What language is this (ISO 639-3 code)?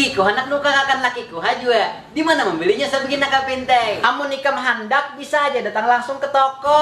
bjn